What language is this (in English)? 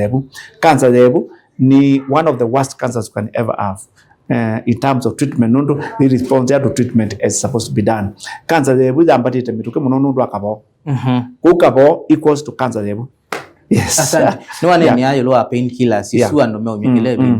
Kamba